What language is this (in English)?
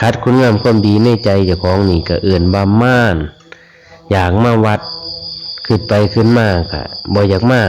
Lao